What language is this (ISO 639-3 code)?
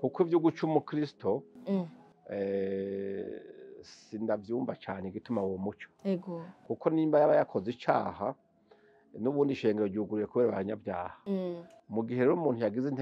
run